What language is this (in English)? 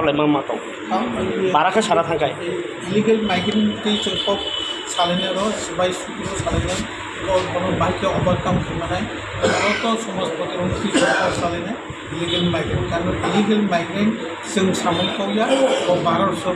Riang (India)